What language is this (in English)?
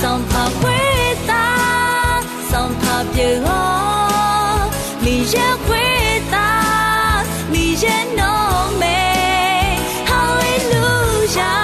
Akha